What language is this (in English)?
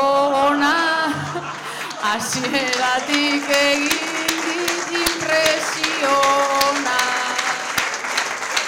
Basque